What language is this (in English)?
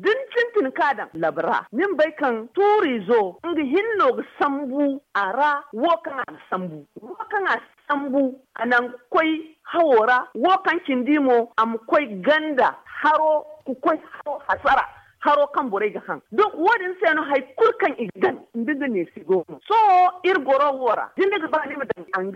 Zarma